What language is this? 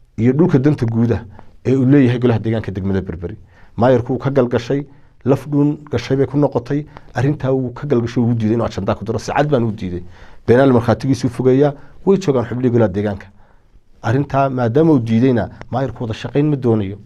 Somali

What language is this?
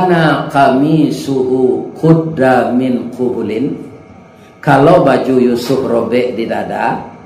Minangkabau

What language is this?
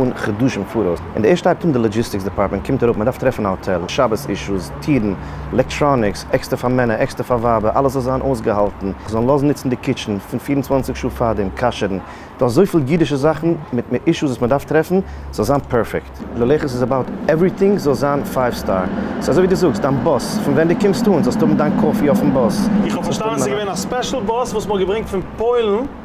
Yiddish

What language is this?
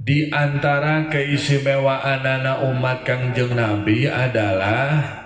Sundanese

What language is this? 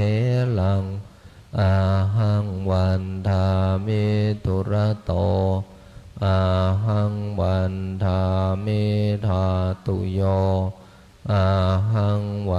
Pali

